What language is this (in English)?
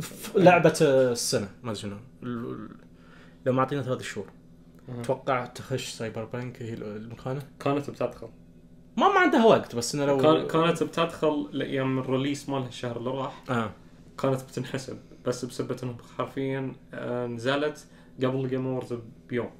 Najdi Arabic